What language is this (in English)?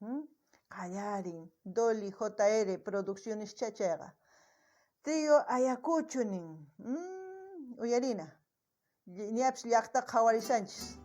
South Bolivian Quechua